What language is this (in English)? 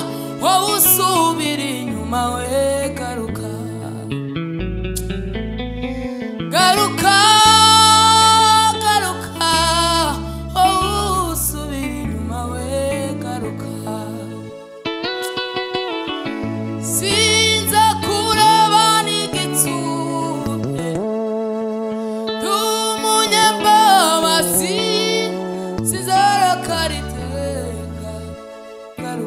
Kinyarwanda